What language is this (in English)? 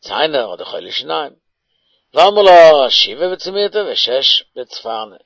Yiddish